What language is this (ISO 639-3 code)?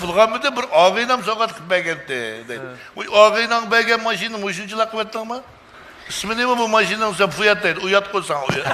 uig